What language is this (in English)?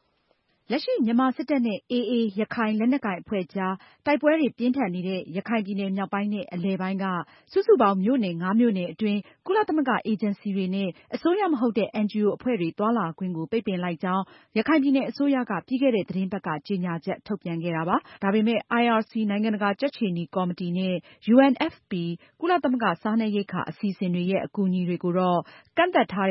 Burmese